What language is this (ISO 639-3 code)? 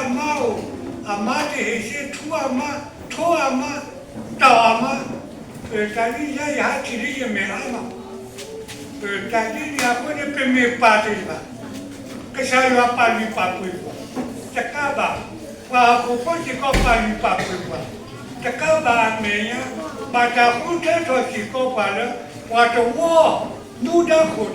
ksw